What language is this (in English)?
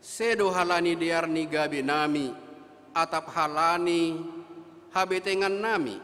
Batak Simalungun